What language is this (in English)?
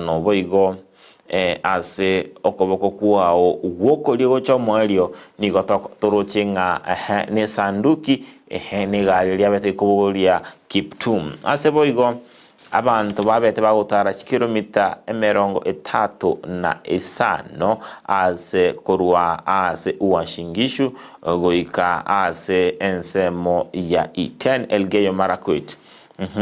Gusii